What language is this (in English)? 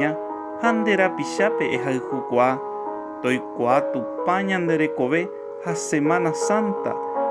Guarani